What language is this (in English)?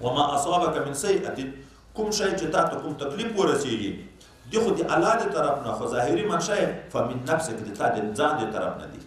Pashto